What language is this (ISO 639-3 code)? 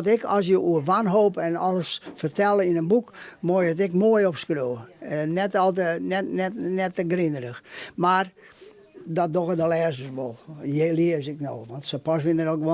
fry